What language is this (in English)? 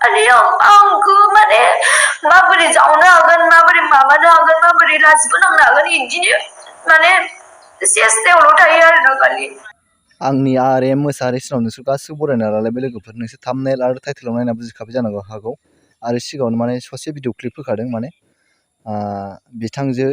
Bodo